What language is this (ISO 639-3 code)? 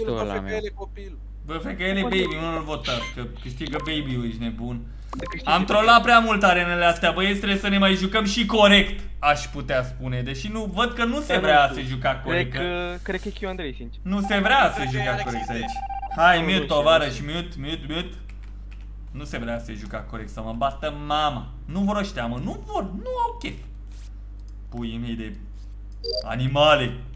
ron